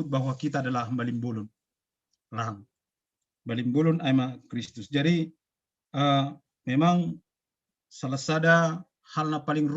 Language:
Batak Simalungun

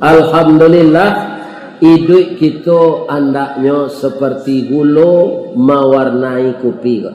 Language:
Minangkabau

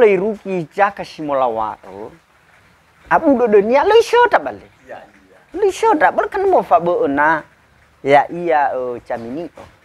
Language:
Nias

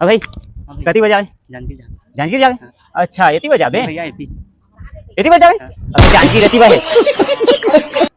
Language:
Chhattisgarhi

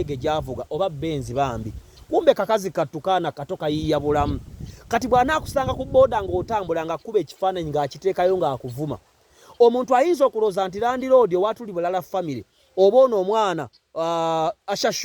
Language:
Ganda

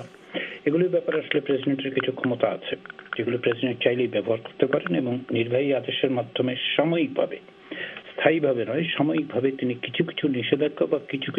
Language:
Bangla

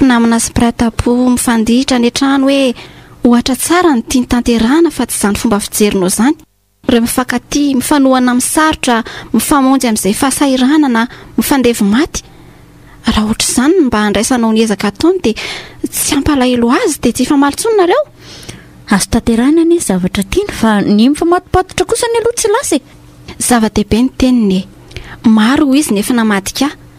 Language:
Malagasy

